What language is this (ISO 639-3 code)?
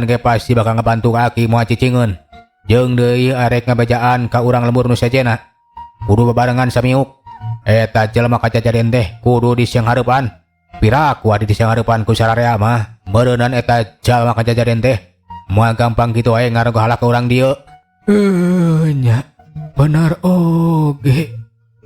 sun